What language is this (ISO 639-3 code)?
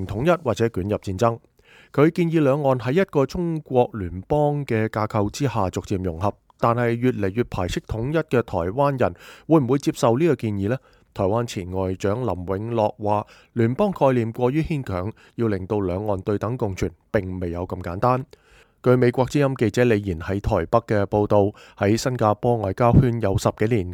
yue